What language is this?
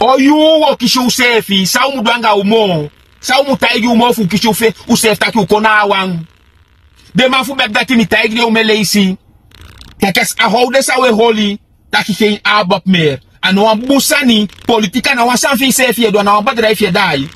Sranan Tongo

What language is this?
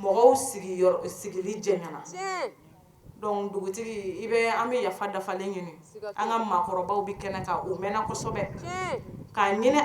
Bambara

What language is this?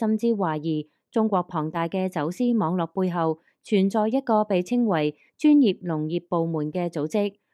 Cantonese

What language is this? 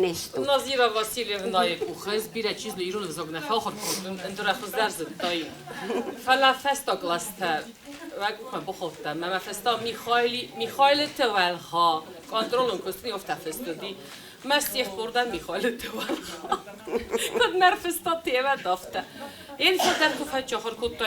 Ossetic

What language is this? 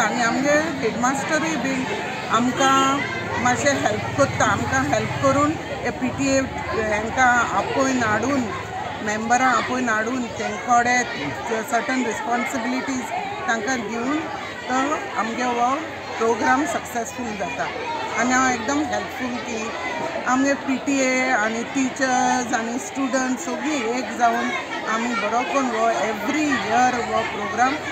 Konkani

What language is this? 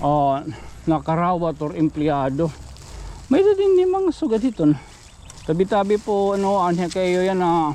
Waray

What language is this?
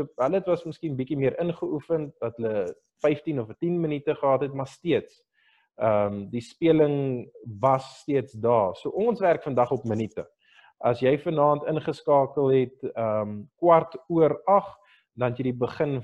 Afrikaans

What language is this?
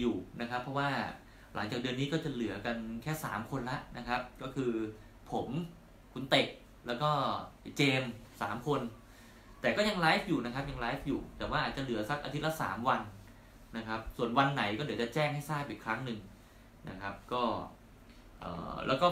Thai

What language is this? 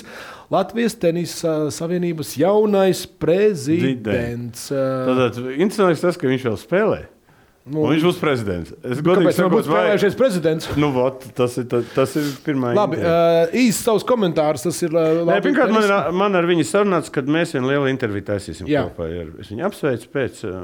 Latvian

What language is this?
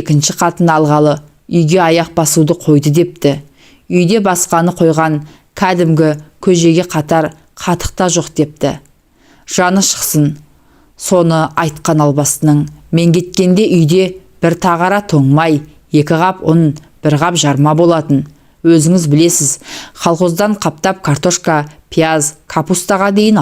Kazakh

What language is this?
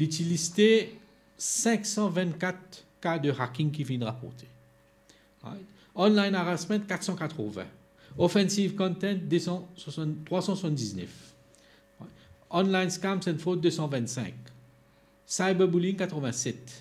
Morisyen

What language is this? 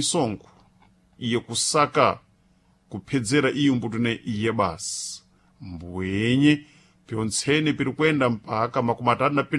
Sena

